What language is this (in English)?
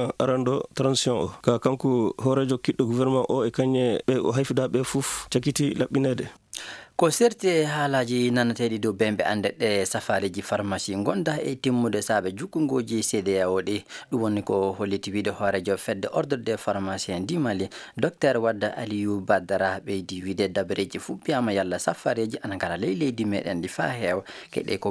Fula